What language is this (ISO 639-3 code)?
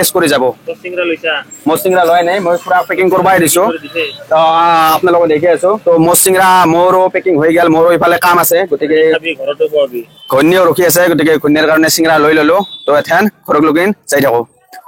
asm